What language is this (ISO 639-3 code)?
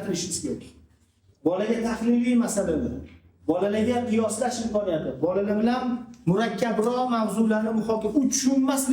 uzb